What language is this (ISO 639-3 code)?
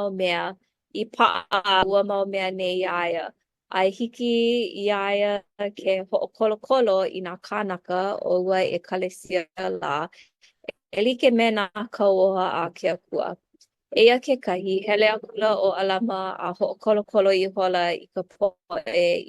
haw